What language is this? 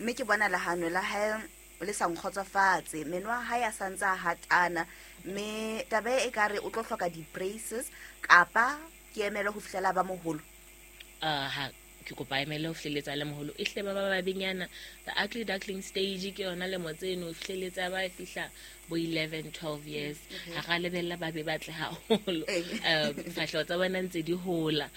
Southern Sotho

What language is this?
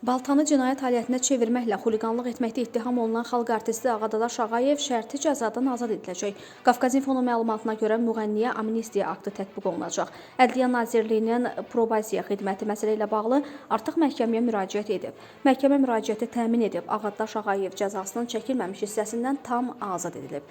Azerbaijani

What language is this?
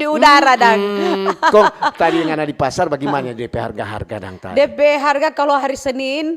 Manado Malay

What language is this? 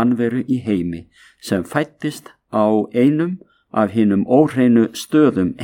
Icelandic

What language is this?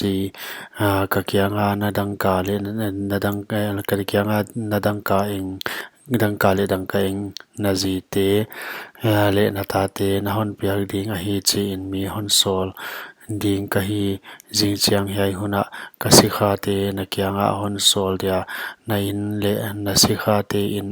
Paite Chin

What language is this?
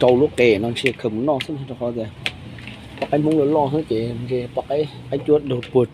Hmong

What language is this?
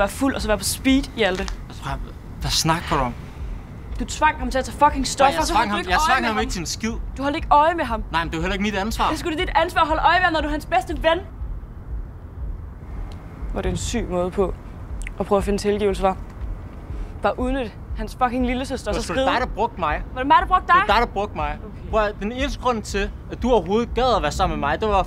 Danish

